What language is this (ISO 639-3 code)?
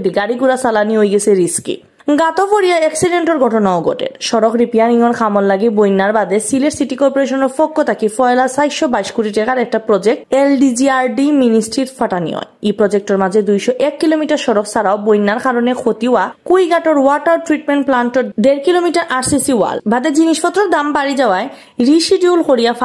syl